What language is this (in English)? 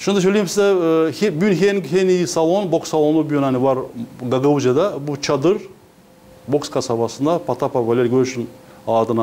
Gagauz